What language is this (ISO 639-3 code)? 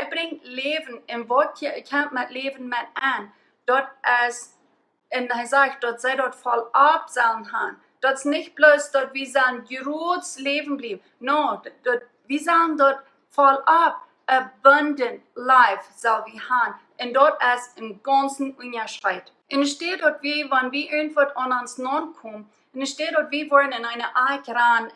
pdt